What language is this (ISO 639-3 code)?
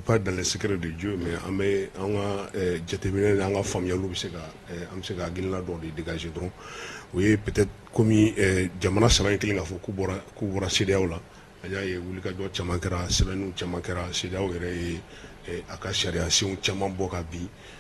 bam